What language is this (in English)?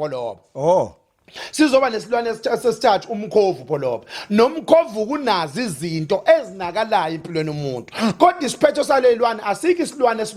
Zulu